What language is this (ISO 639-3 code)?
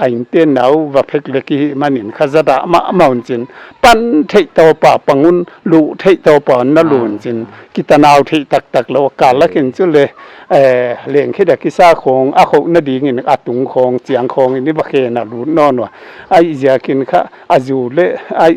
pck